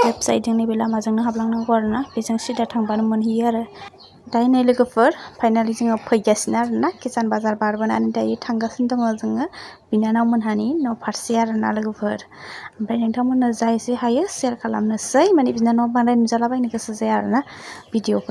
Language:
Bodo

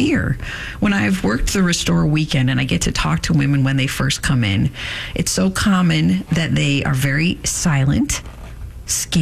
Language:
English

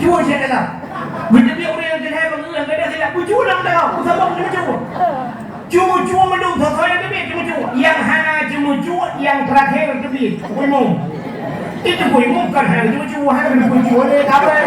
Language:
Achinese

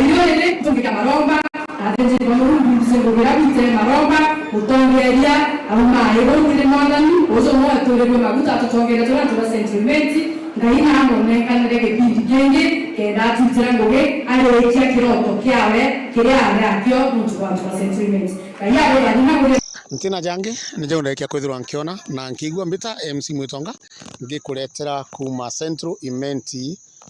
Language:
Meru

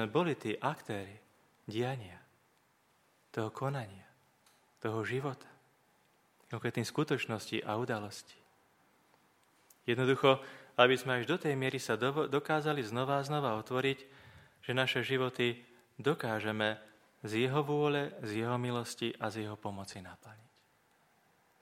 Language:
Slovak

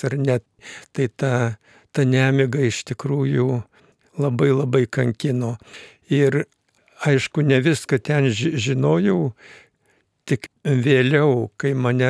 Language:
Lithuanian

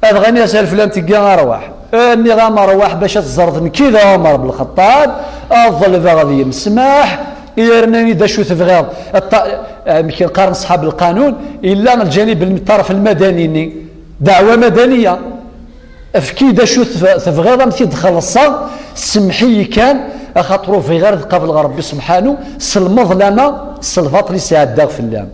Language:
Kabyle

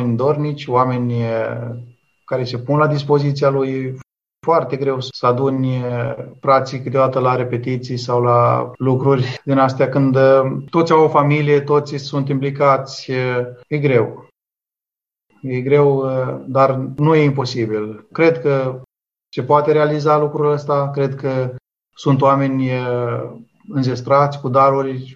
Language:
Romanian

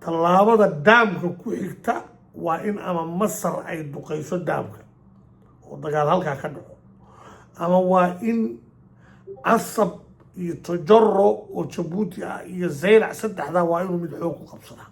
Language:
Somali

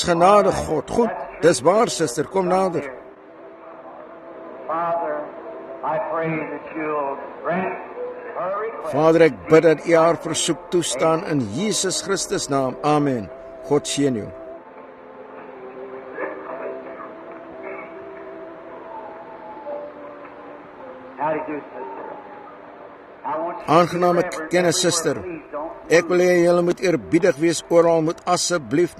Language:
Afrikaans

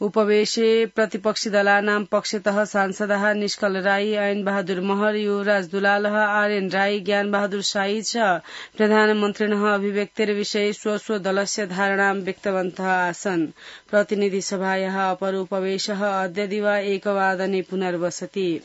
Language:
Sanskrit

